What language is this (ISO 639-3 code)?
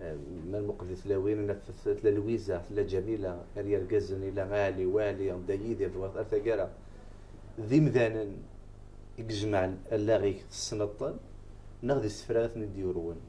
kab